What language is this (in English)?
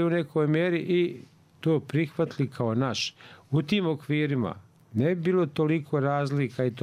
Bosnian